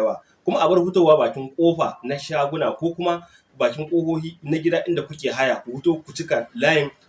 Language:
Hausa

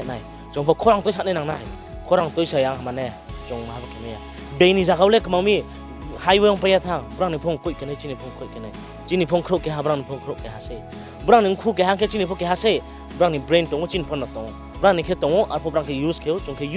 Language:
Riang (India)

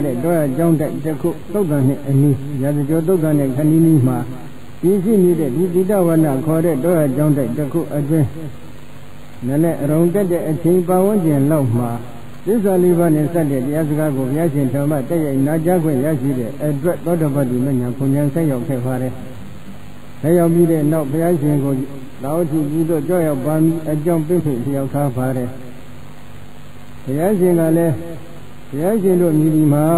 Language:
Burmese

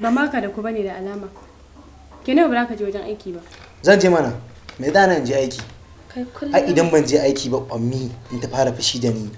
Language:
Hausa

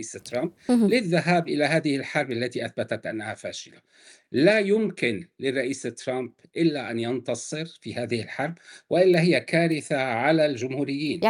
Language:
Arabic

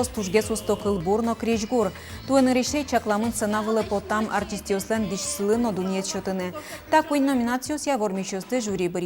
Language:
Udmurt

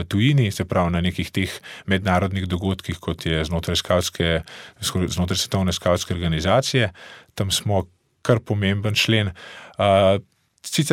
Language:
Slovenian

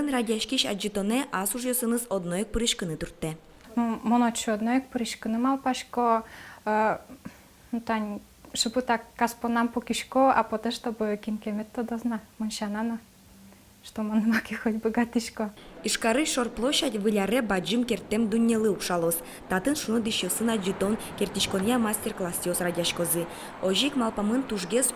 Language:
Udmurt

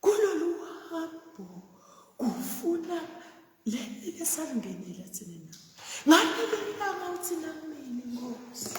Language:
Zulu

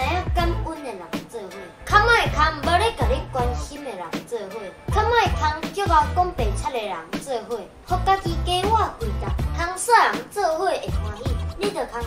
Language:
Min Nan Chinese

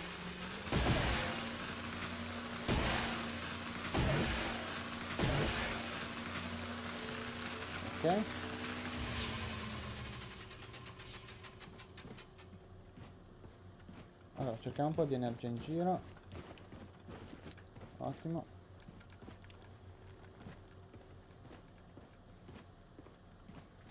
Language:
Italian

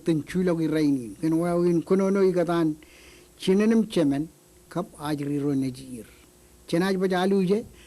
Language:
Marshallese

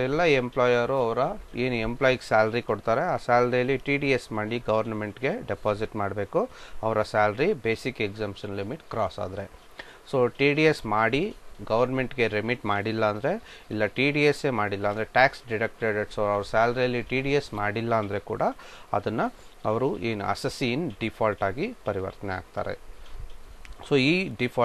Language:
Kannada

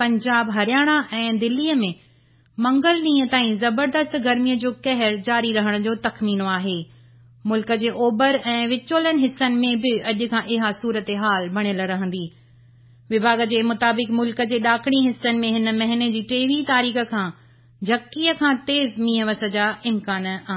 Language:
Sindhi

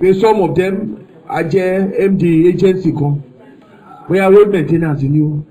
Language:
Yoruba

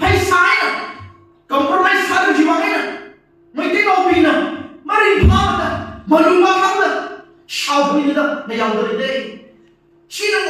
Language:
Tangkhul Naga (India)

